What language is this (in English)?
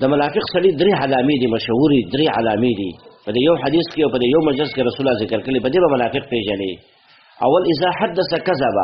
Pashto